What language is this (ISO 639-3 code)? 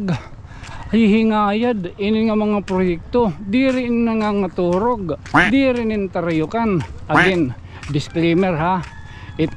war